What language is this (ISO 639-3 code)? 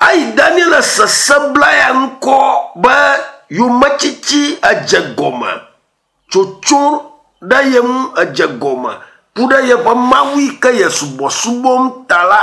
ewe